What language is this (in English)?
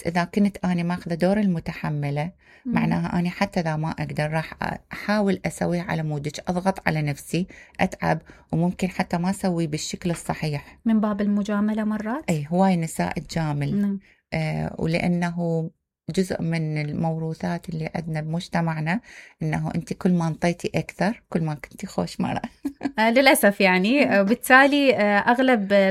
Mesopotamian Arabic